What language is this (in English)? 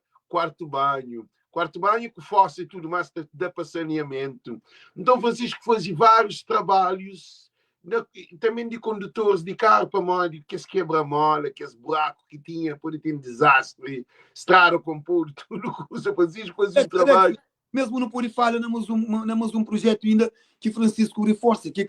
Kabuverdianu